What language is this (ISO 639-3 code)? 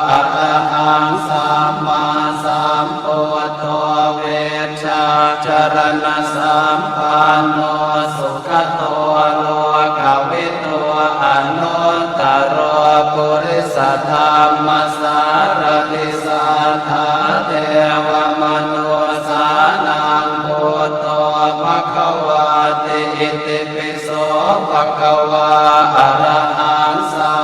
pli